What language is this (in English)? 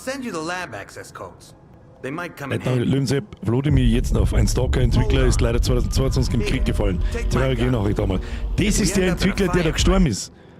Bavarian